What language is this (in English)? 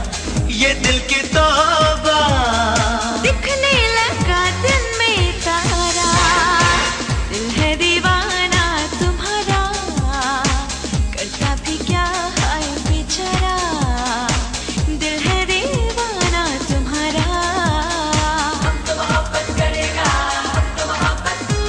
Hindi